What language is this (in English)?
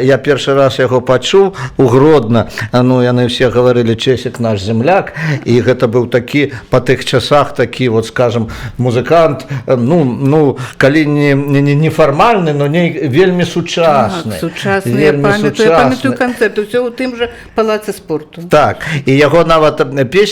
Belarusian